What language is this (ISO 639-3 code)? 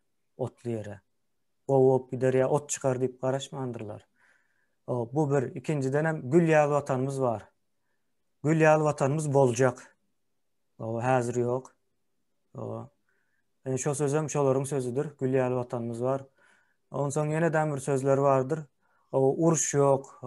tuk